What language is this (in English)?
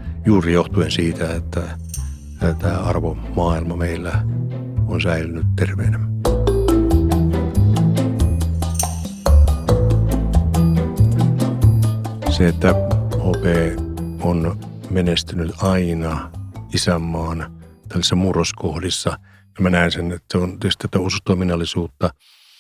Finnish